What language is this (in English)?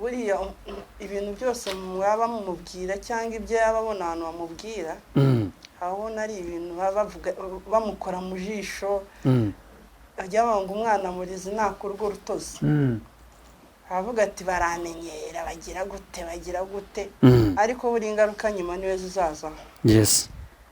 Kinyarwanda